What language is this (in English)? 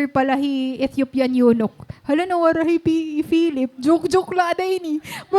Waray